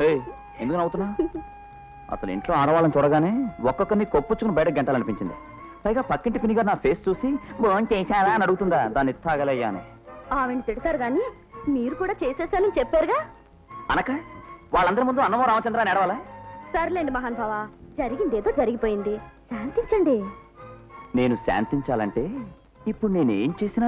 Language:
Telugu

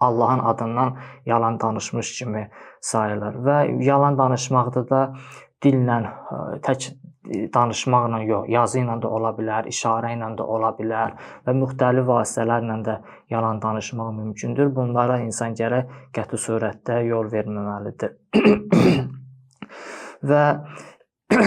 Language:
Azerbaijani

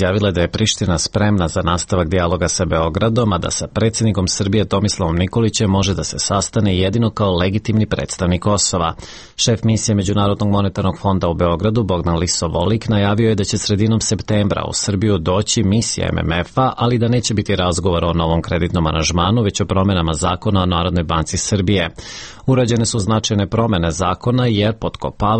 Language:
Serbian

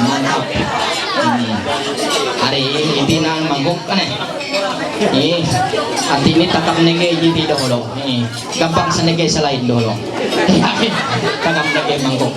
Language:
Ma'anyan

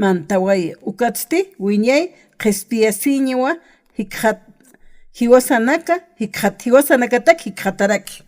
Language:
Aymara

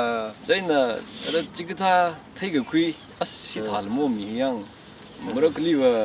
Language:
Tangkhul Naga (India)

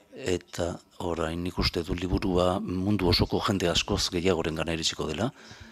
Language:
Basque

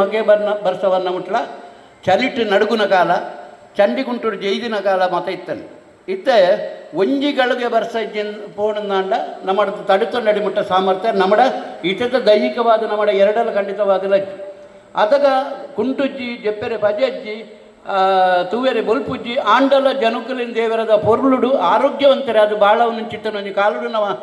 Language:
Tulu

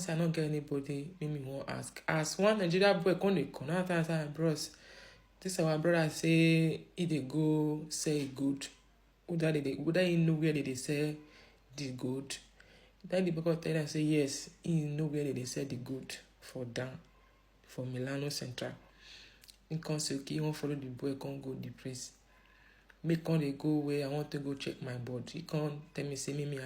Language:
Nigerian Pidgin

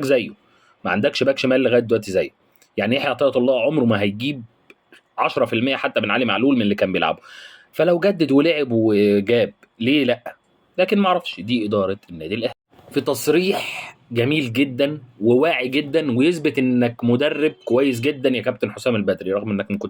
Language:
Egyptian Arabic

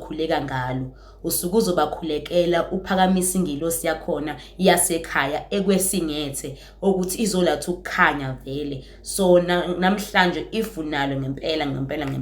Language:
Zulu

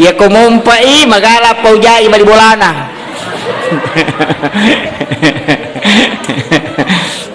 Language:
Buginese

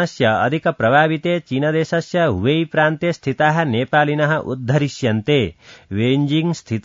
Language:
Sanskrit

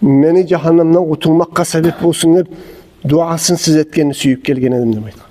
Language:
Kumyk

